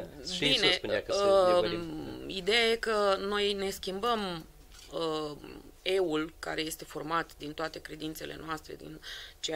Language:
Romanian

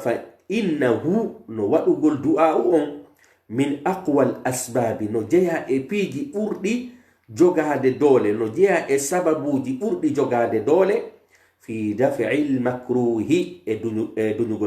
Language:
Pular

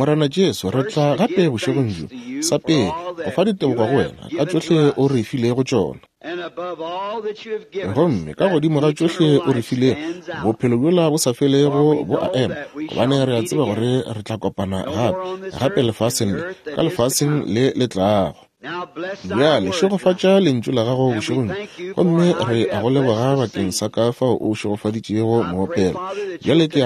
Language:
Northern Sotho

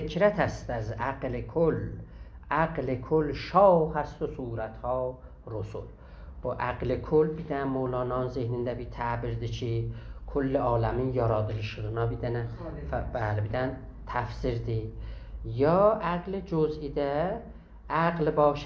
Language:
South Azerbaijani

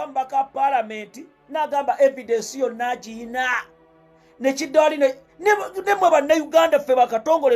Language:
Ganda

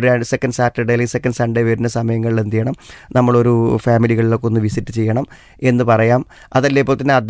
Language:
Malayalam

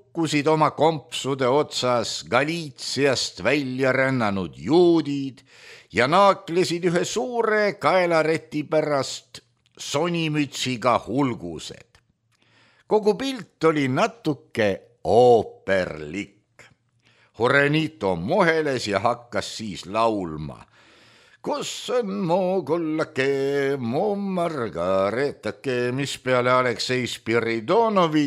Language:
Estonian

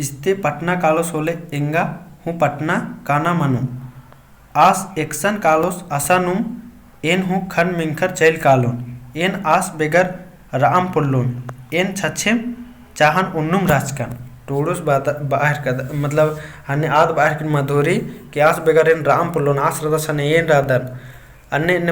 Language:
Kurukh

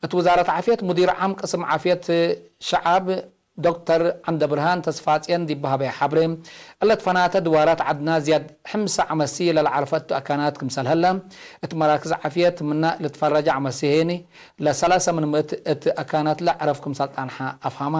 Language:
Tigre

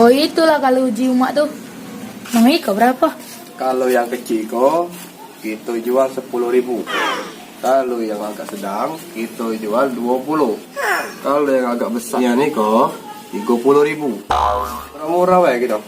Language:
Musi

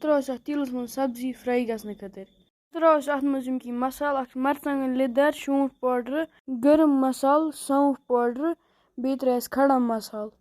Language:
Kashmiri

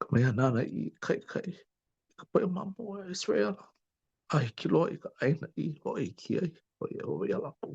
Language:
Hawaiian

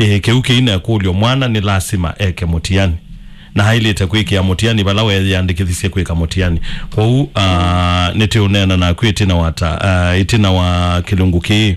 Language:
Kamba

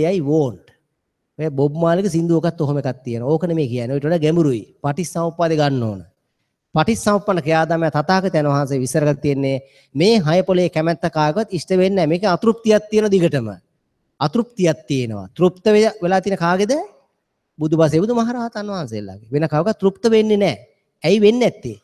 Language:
Sinhala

